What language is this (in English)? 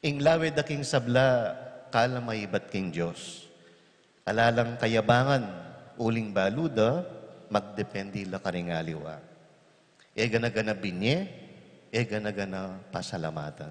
Pampanga